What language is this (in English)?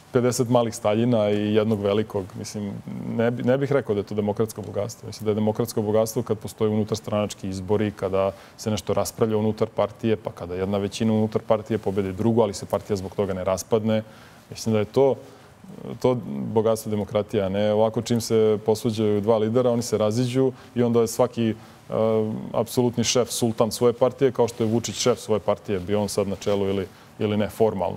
Serbian